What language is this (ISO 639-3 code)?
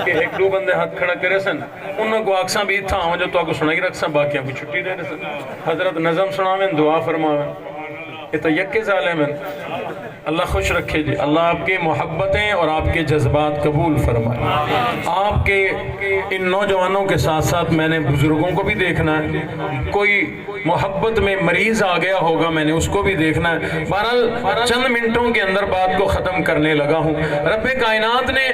skr